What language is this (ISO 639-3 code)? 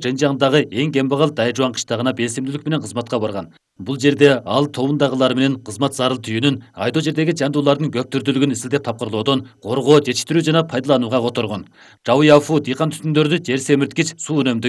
kir